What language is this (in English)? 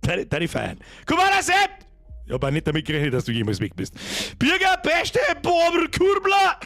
Bavarian